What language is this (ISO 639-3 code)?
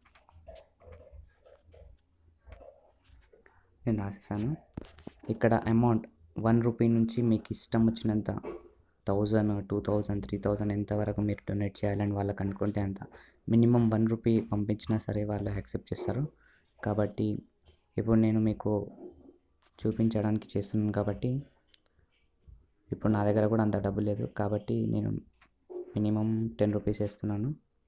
tel